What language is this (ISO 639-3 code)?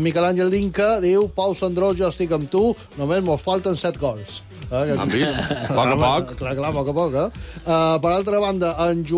cat